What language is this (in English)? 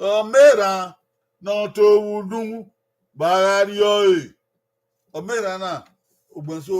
Bini